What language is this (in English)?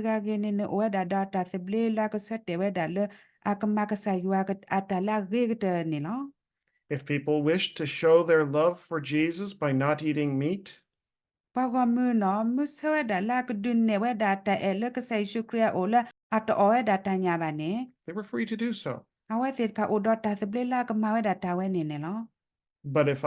S'gaw Karen